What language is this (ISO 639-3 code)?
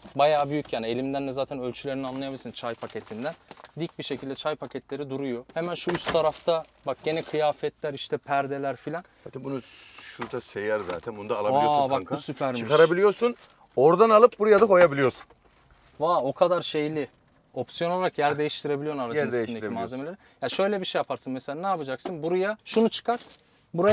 tur